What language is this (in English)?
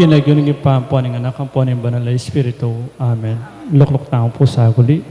Pampanga